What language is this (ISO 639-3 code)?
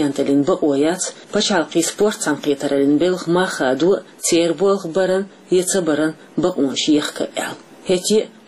che